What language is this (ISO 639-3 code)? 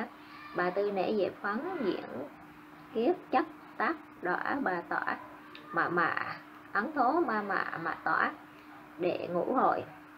vie